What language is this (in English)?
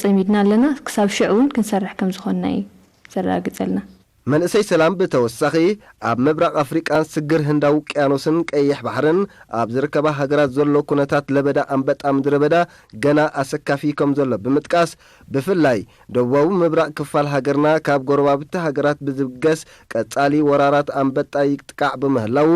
Tigrinya